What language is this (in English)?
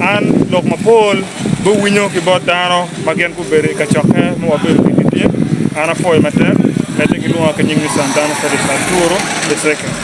Acoli